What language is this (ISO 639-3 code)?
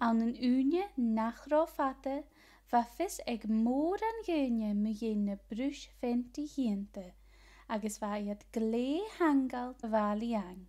gla